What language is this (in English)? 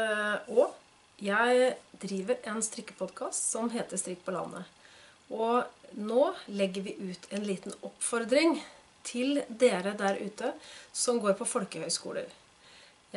Norwegian